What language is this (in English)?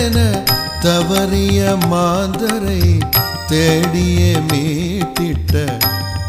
Tamil